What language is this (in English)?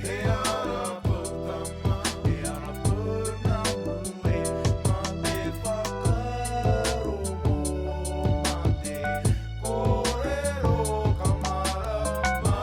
Māori